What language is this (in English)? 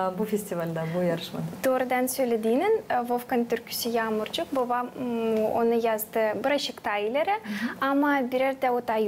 Gagauz